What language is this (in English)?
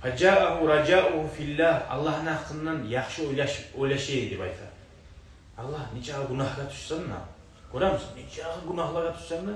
Kumyk